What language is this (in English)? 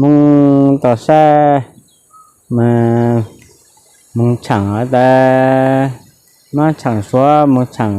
Hmong